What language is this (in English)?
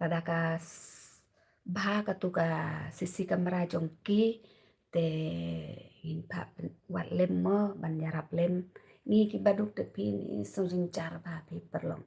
Khasi